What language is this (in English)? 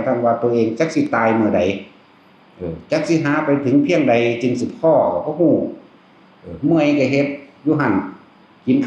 Northeastern Thai